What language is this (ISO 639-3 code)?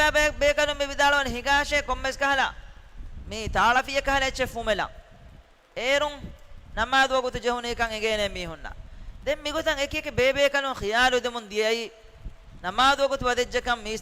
div